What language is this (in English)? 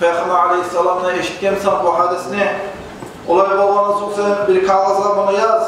Kumyk